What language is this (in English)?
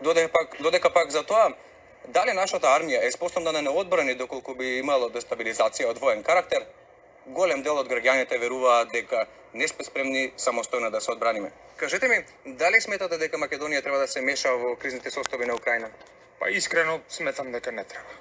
Macedonian